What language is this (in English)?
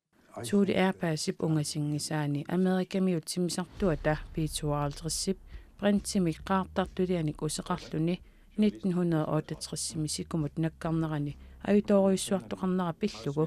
Kalaallisut